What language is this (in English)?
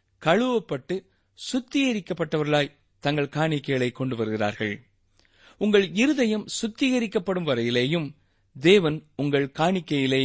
Tamil